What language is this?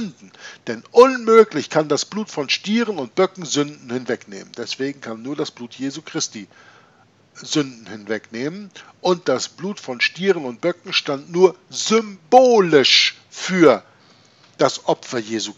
German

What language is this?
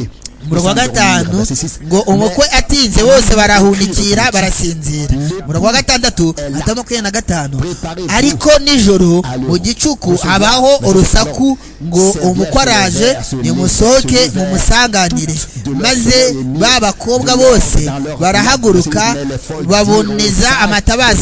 Kinyarwanda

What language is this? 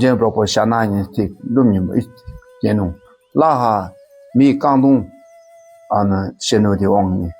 Dakpakha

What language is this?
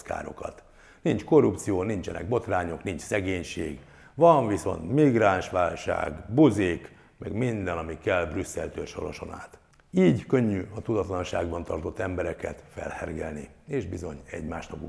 Hungarian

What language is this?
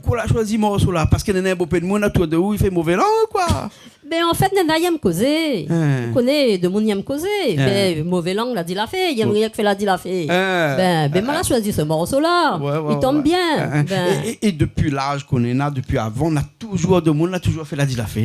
Réunion Creole French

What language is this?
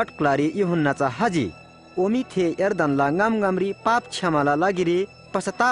Eastern Tamang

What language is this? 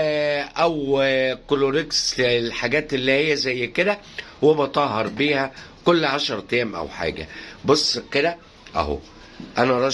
Egyptian Arabic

